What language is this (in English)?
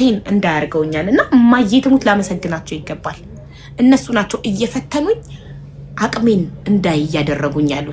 Amharic